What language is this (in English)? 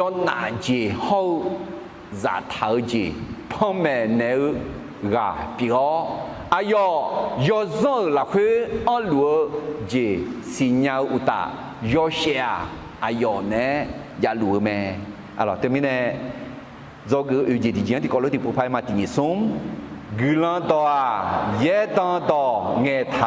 Akha